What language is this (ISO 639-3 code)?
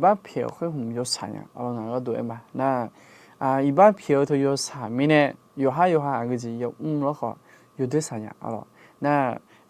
ahk